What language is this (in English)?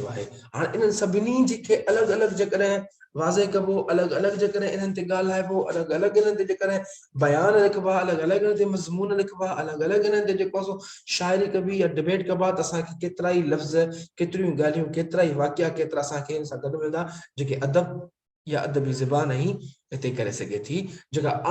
Sindhi